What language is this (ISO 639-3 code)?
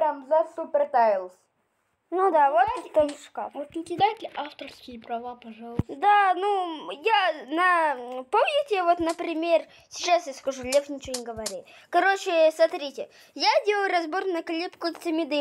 rus